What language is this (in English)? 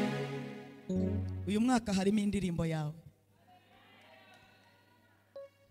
Kinyarwanda